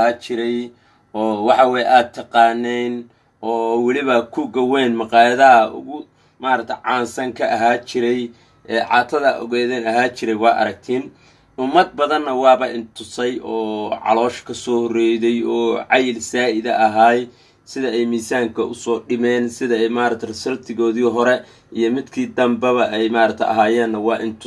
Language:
Somali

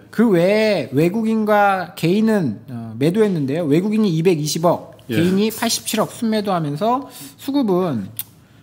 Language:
Korean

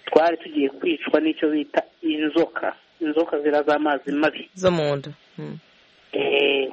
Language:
Kinyarwanda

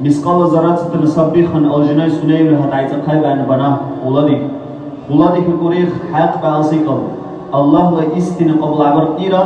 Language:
Dargwa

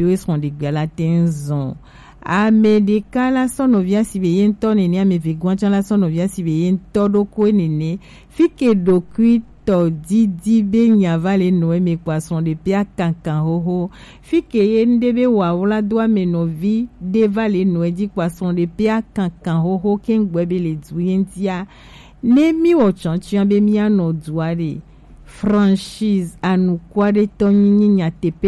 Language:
Gen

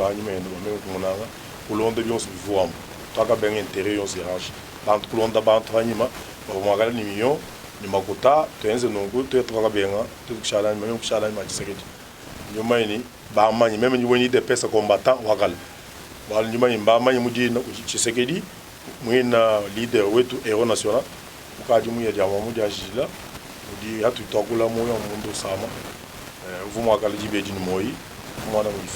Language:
Luba-Lulua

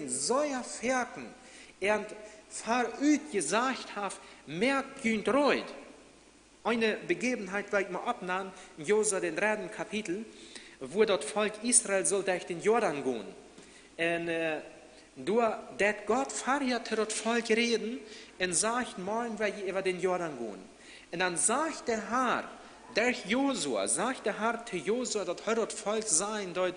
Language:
Plautdietsch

